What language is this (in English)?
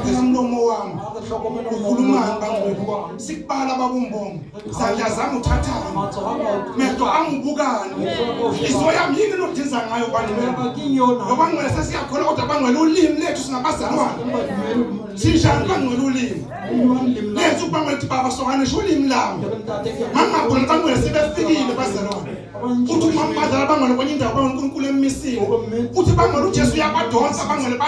Zulu